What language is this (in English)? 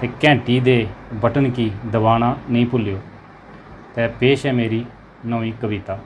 Dogri